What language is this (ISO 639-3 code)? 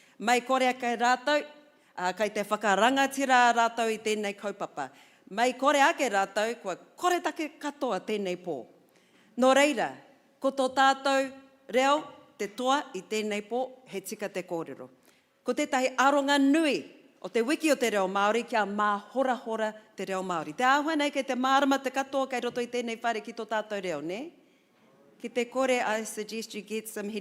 mri